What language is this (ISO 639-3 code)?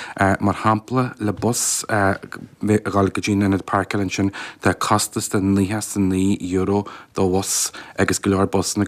gle